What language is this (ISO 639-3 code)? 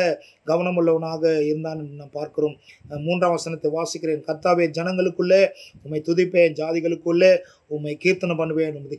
tam